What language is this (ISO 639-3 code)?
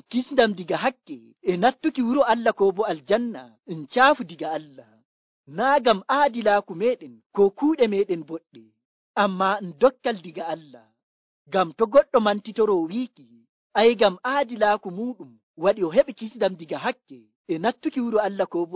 fuv